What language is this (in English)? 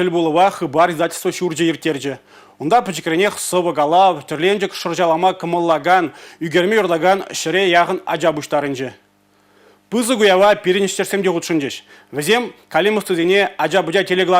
Chuvash